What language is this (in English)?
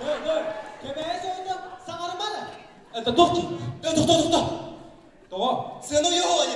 Yakut